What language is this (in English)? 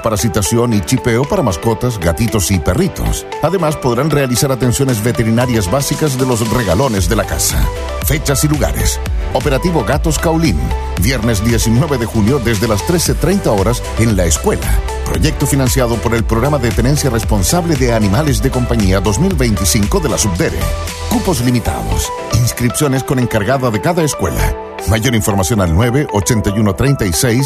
Spanish